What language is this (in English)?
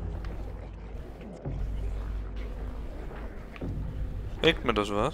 German